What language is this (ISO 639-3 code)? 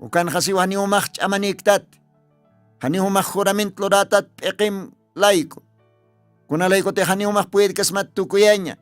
aym